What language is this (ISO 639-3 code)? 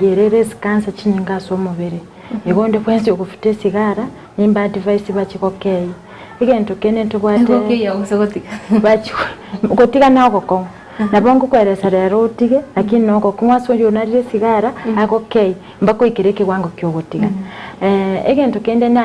guz